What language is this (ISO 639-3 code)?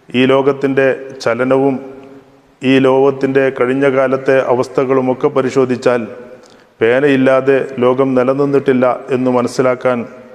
mal